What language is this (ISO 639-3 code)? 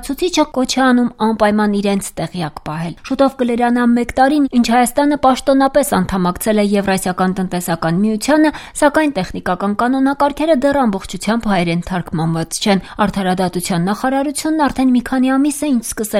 hye